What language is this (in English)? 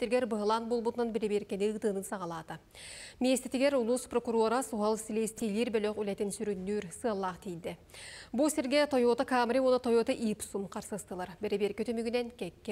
Yakut